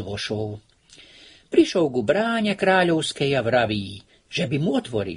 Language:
Slovak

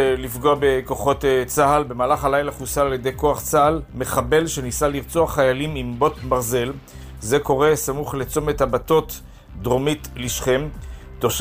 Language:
Hebrew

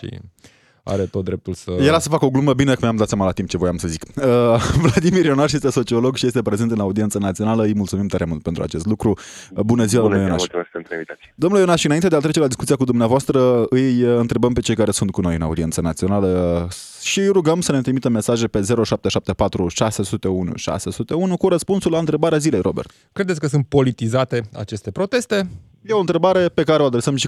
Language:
Romanian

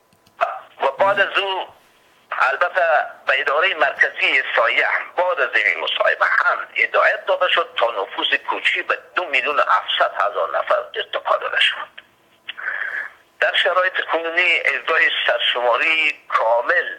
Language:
Persian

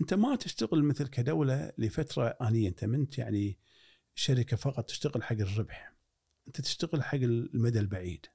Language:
Gulf Arabic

